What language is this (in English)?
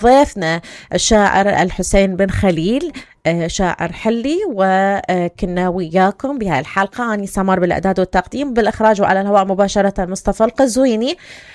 Mesopotamian Arabic